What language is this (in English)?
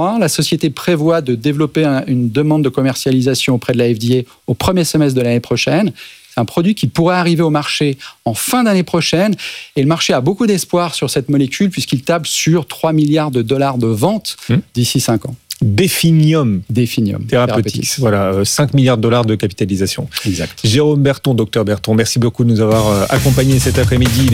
French